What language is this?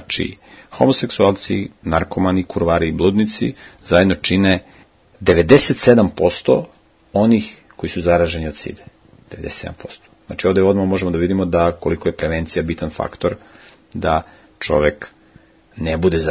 Serbian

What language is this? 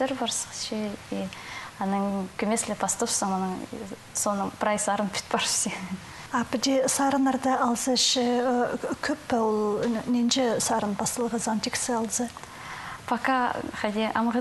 Khakas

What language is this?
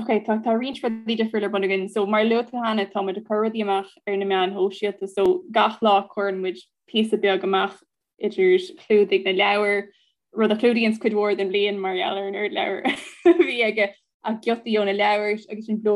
Irish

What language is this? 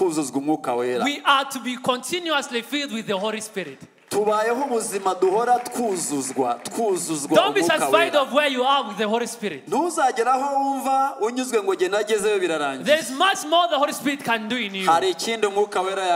Kinyarwanda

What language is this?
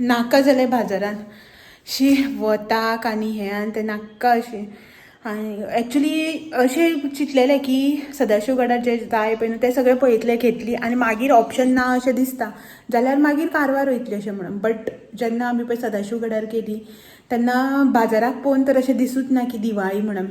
Konkani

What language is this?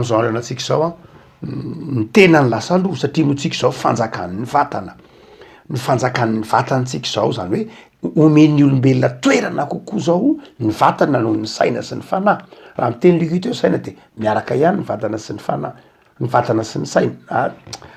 Malagasy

